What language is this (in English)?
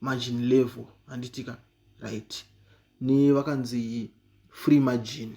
Shona